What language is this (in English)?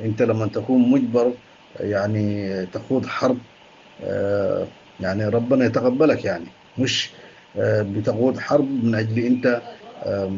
Tigre